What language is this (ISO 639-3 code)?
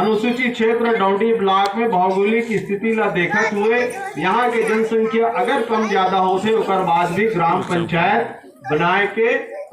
hne